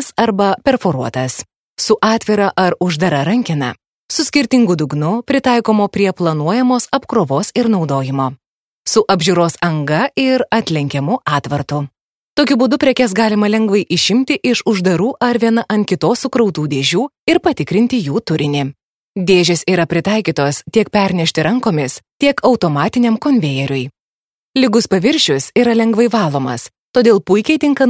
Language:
Lithuanian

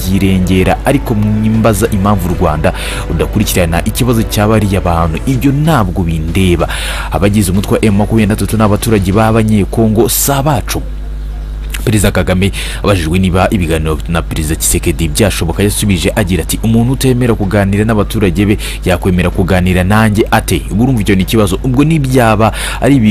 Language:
Kinyarwanda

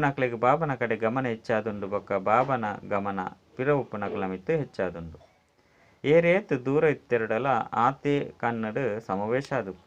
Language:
Tulu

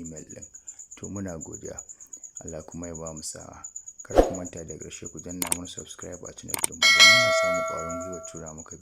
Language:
Hausa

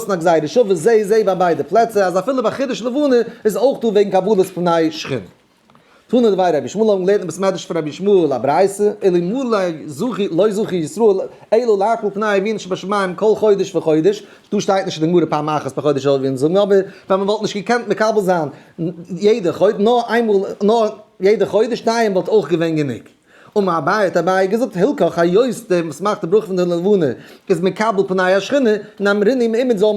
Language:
Yiddish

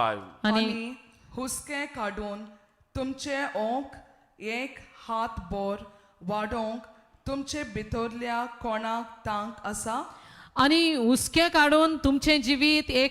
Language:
Konkani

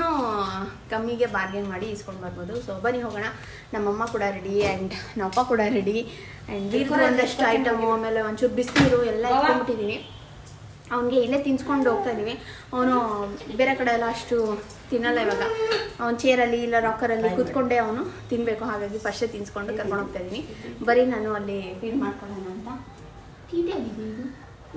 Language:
Kannada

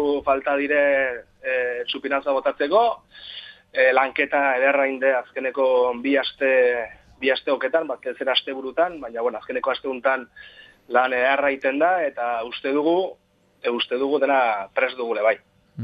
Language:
Basque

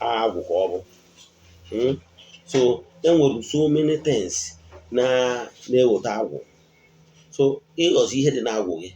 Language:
Igbo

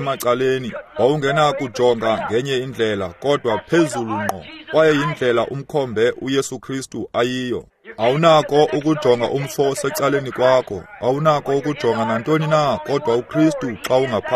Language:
Xhosa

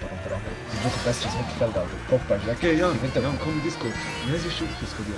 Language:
Swiss German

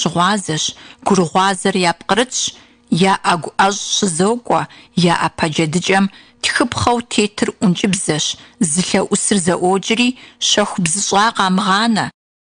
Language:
Kabardian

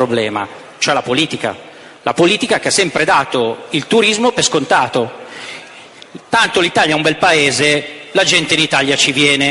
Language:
Italian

